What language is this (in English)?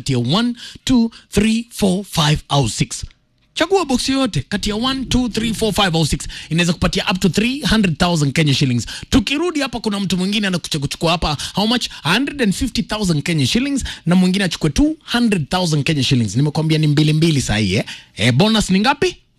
Swahili